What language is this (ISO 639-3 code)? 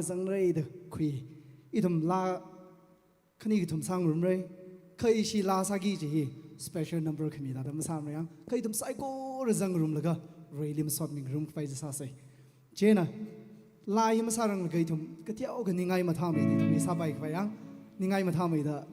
nmf